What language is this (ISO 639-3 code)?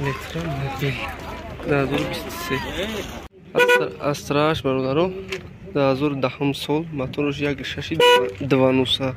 tgk